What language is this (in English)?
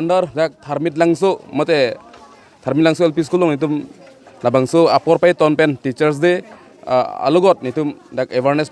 Karbi